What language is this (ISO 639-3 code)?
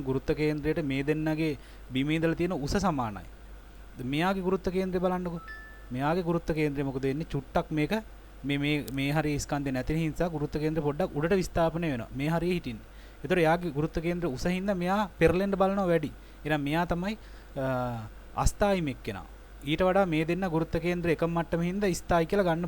sin